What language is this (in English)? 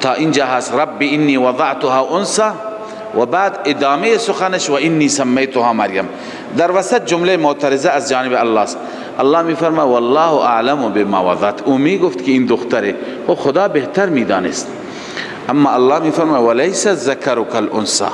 Persian